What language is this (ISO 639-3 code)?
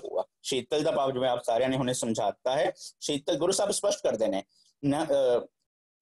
pan